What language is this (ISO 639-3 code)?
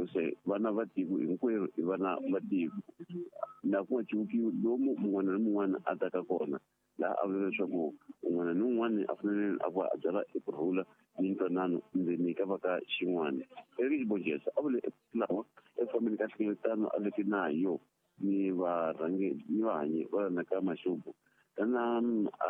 tso